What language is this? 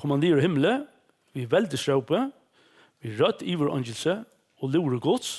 Faroese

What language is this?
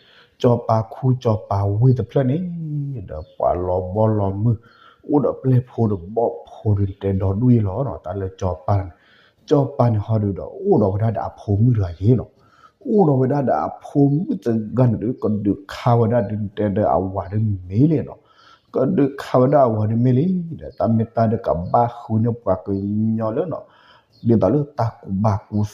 S'gaw Karen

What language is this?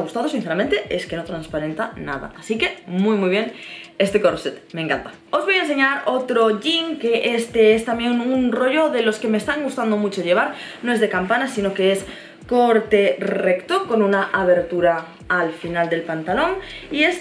Spanish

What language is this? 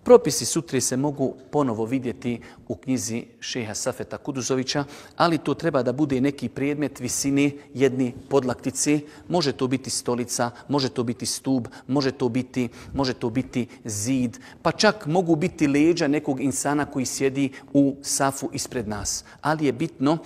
Bosnian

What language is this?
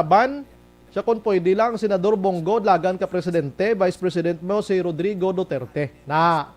Hiligaynon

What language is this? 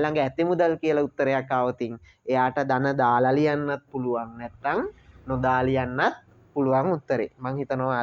Sinhala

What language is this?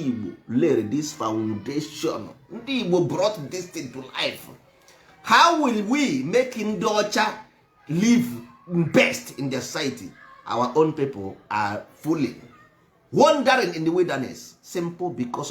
Igbo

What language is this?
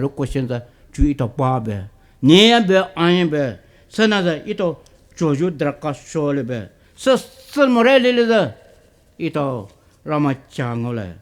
Poumei Naga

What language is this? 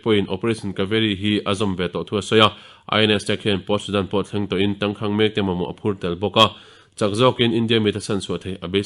Mizo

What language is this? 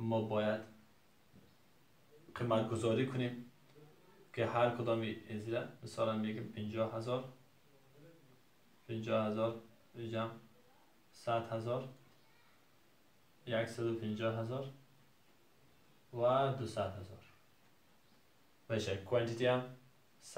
Persian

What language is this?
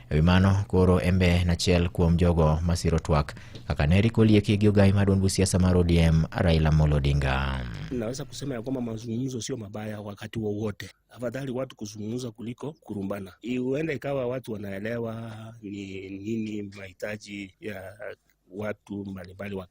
Luo (Kenya and Tanzania)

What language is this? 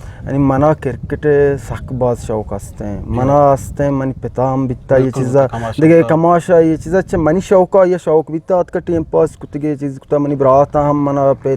Eastern Balochi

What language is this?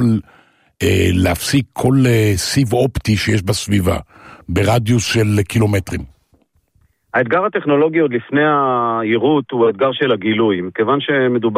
Hebrew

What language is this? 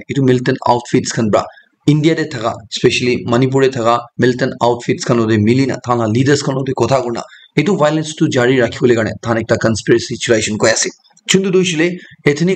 Naga Pidgin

